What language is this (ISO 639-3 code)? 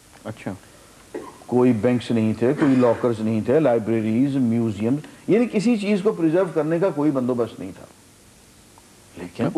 urd